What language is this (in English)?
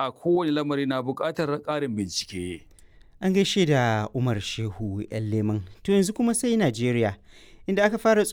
Hausa